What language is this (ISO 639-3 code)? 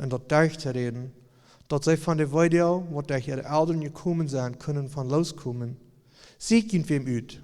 pdt